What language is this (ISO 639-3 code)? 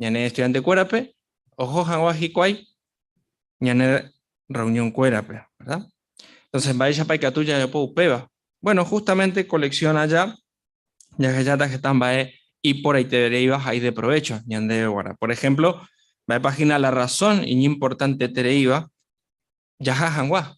grn